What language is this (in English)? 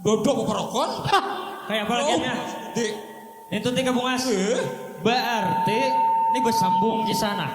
Banjar